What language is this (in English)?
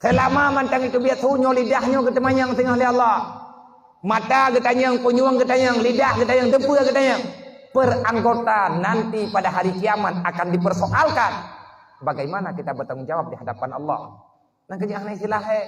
Achinese